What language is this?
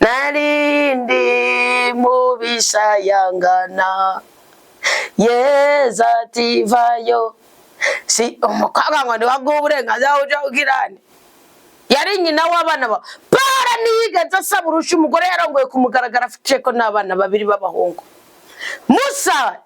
Rundi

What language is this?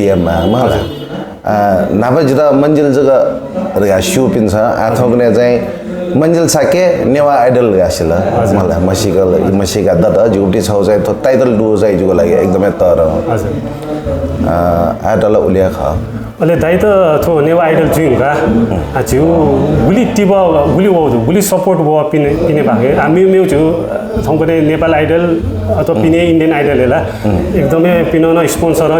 Newari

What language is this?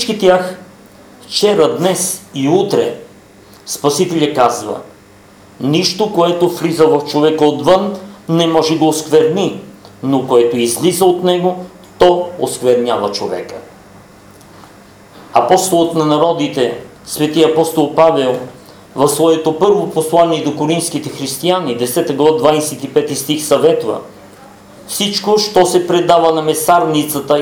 Bulgarian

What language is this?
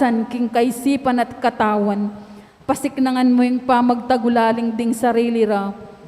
Pampanga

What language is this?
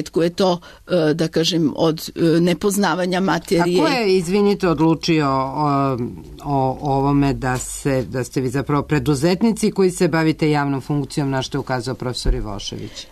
Serbian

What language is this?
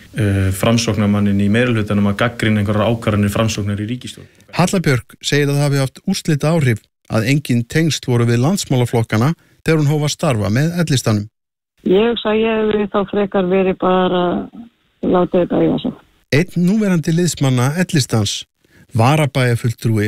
Icelandic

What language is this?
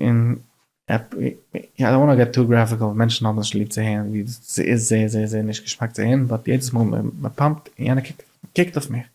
Yiddish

